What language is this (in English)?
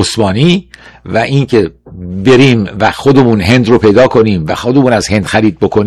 Persian